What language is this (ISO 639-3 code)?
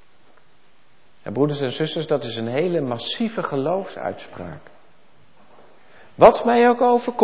nld